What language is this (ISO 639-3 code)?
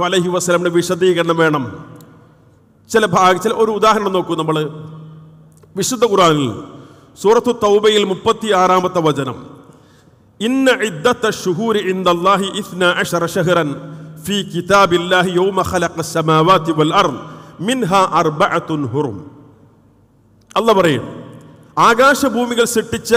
mal